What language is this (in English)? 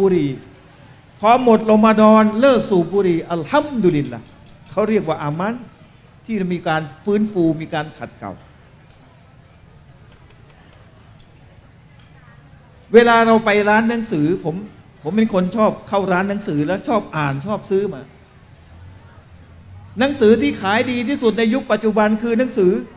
Thai